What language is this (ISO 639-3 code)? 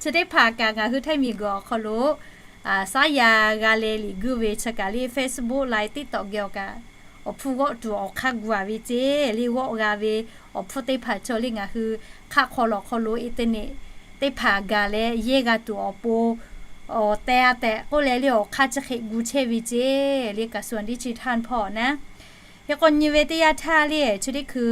lhu